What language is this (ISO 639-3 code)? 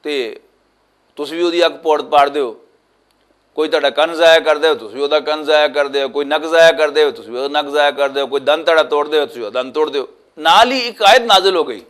lah